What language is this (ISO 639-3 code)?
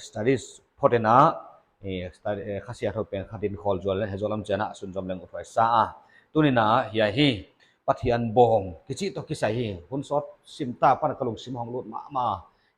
pck